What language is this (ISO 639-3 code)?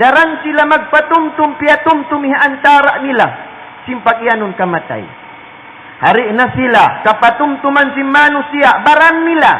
tsg